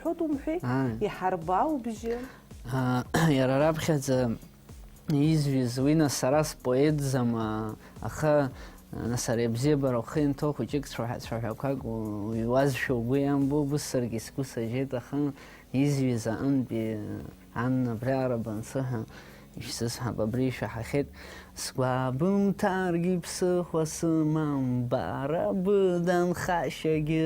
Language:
Abkhazian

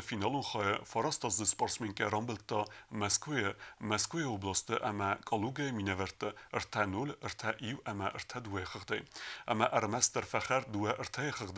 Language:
Ossetic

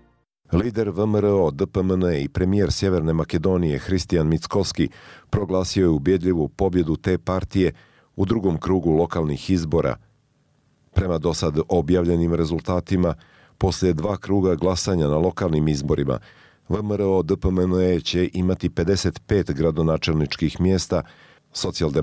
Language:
Bosnian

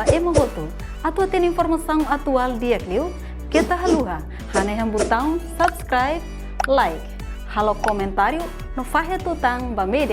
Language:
Tetum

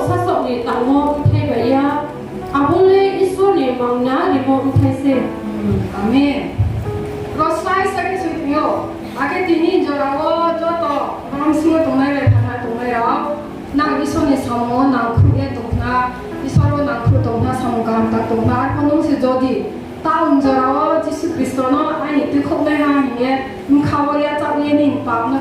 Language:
Riang (India)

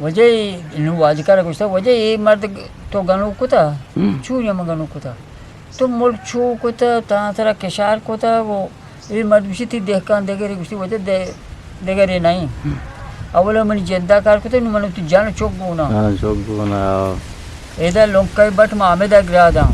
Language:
Eastern Balochi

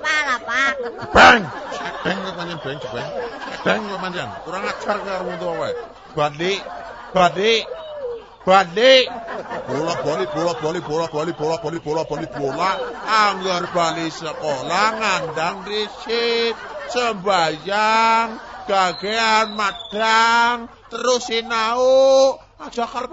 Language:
Javanese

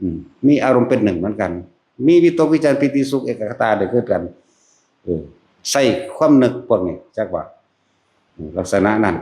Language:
Northeastern Thai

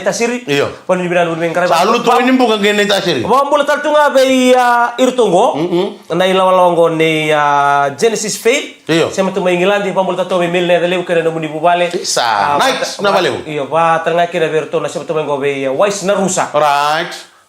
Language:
Fijian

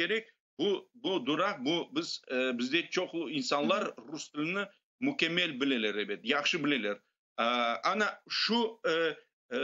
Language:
Crimean Tatar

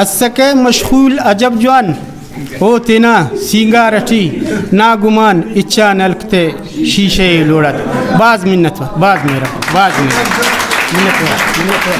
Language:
Brahui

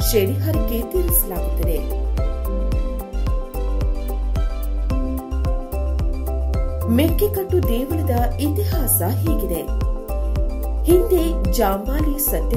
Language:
Kannada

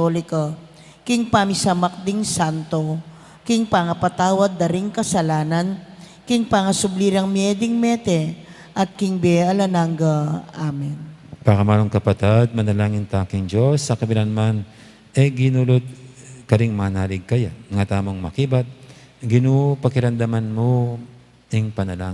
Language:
Pampanga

